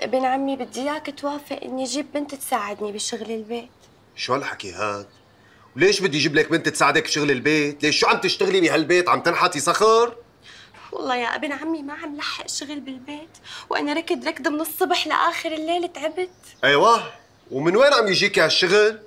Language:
North Levantine Arabic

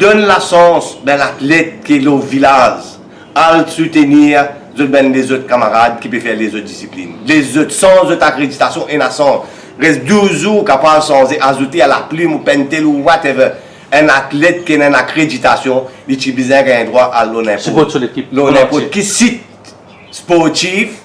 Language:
Morisyen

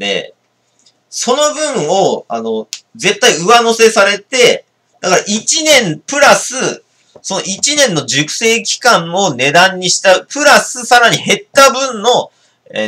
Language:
Japanese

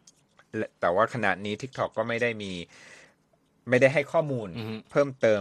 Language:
Thai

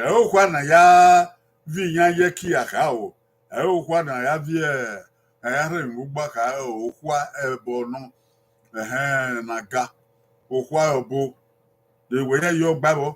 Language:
Bini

